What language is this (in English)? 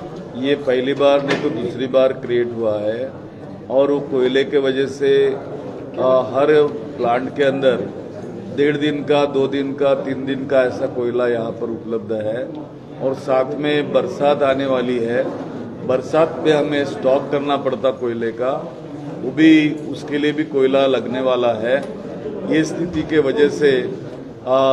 Hindi